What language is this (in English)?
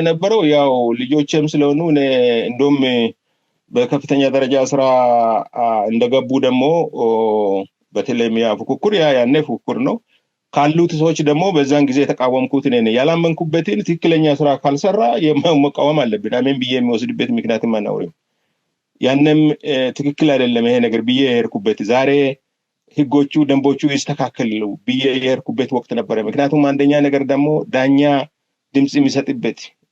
Amharic